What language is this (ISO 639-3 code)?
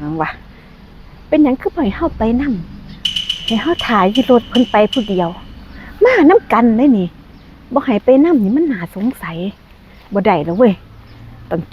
tts